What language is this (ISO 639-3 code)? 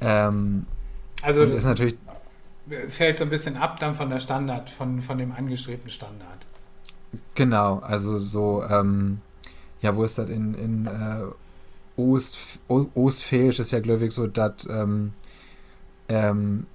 nds